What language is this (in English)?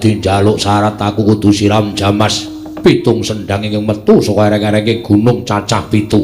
Javanese